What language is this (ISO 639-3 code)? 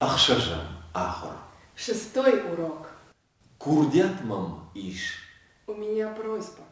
oss